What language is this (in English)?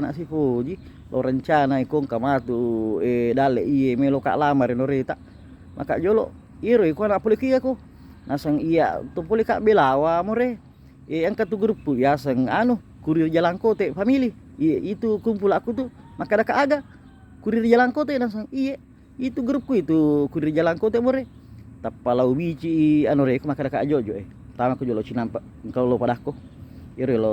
Buginese